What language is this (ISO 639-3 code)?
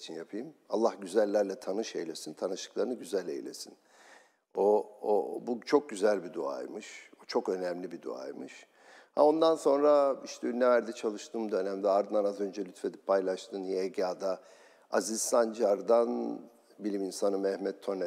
tur